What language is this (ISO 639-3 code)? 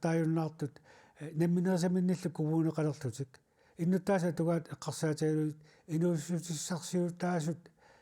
kal